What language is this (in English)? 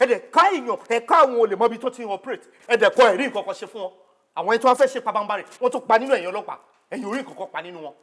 Yoruba